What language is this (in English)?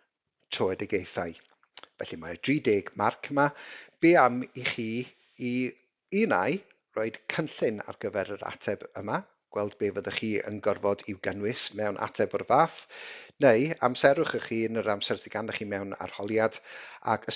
Welsh